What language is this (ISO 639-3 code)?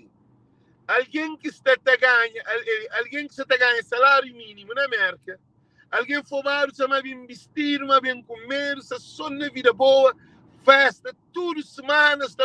kea